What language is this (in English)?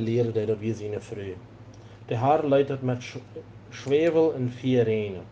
Plautdietsch